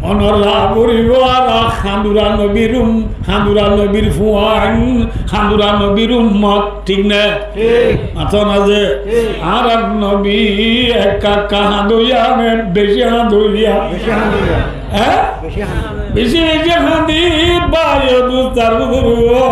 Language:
Rohingya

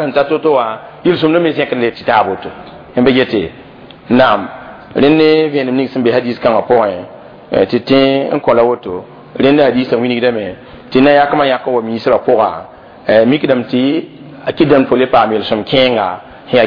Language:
Mossi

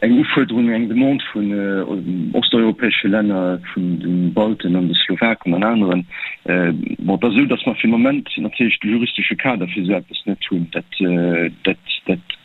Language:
Luxembourgish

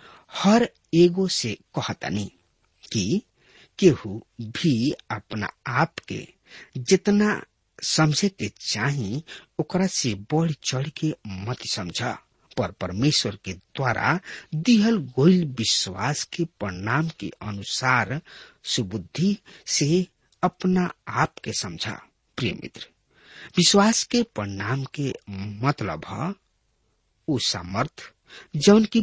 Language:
Bhojpuri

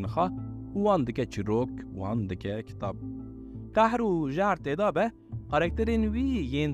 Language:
Kurdish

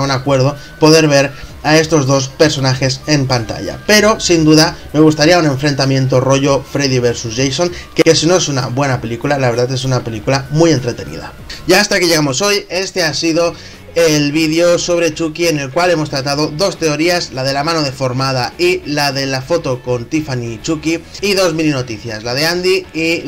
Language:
Spanish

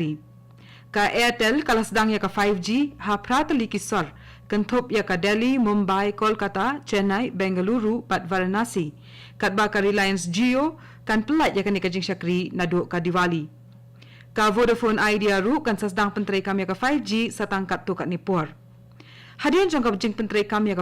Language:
Khasi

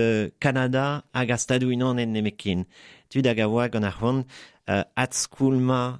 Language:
Breton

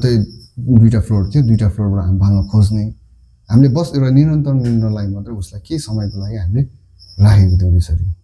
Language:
Nepali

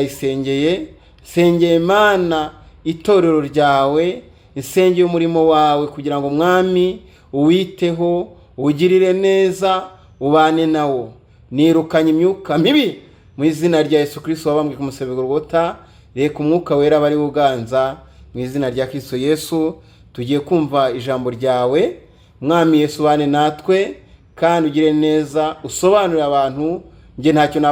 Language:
Kinyarwanda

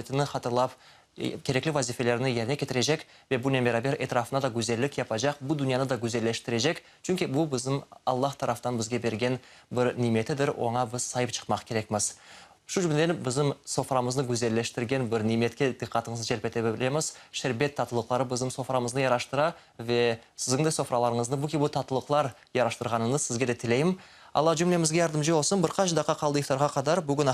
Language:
Crimean Tatar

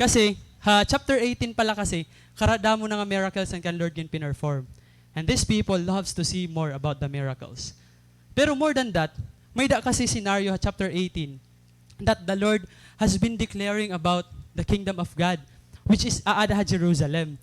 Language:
Waray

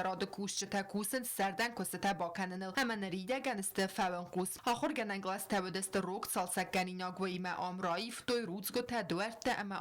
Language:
Ossetic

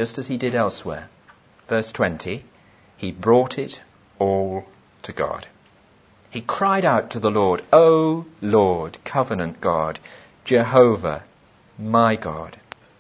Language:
English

